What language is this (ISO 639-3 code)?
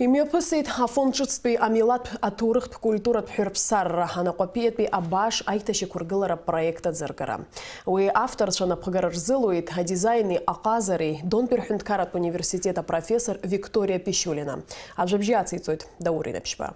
abk